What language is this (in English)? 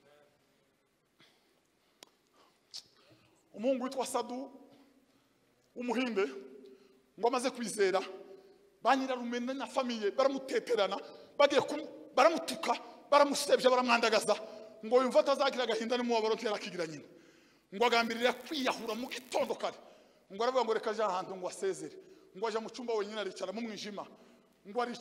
Kinyarwanda